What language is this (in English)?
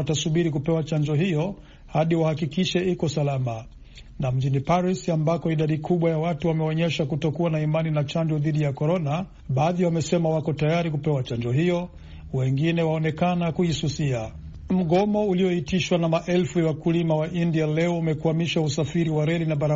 Swahili